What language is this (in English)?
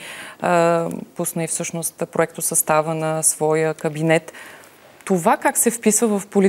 Bulgarian